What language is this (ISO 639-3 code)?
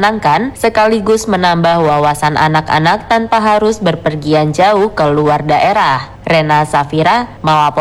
ind